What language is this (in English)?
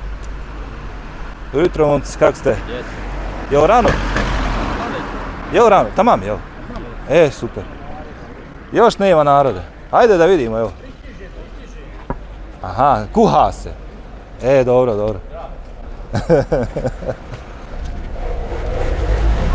Bosnian